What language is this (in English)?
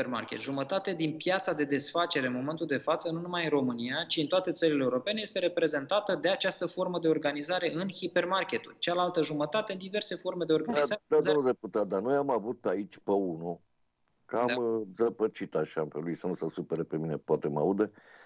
Romanian